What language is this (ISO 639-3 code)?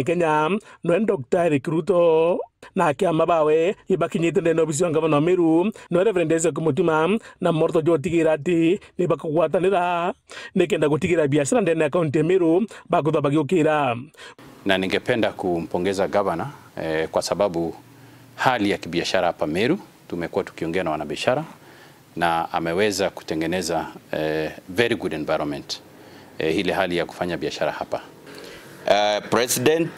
mer